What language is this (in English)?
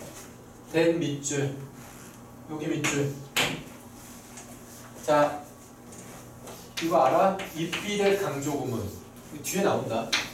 Korean